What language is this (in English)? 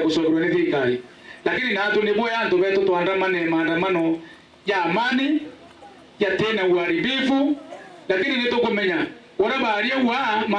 Meru